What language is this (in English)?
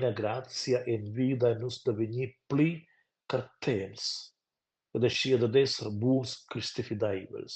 Romansh